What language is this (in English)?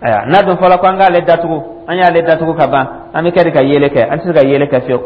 Dyula